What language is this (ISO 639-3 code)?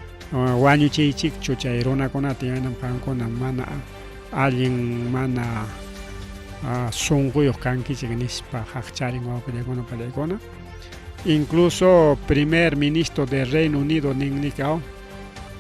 quy